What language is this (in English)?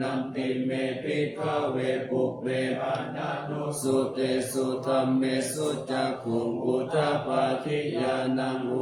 Pali